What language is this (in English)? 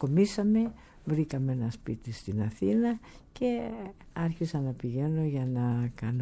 Greek